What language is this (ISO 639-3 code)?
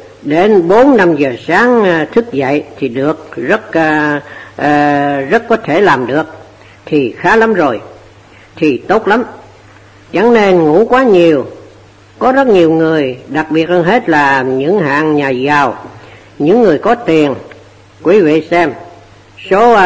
vie